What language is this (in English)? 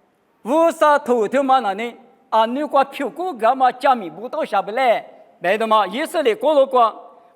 Lisu